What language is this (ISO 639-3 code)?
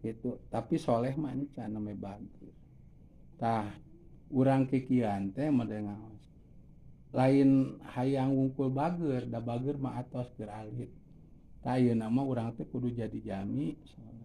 sun